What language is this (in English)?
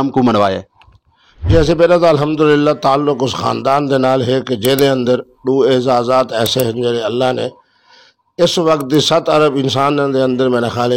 Saraiki